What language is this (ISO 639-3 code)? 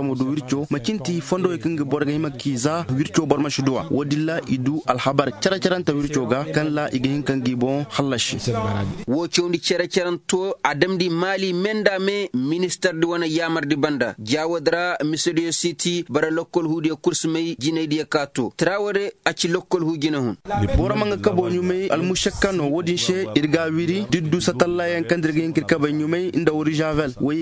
dje